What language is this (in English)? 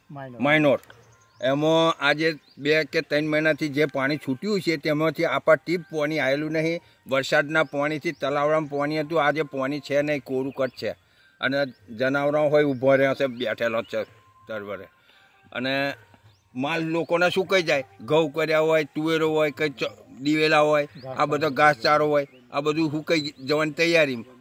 Gujarati